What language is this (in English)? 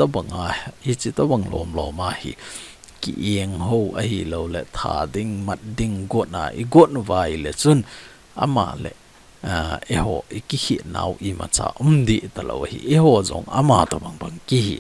Thado Chin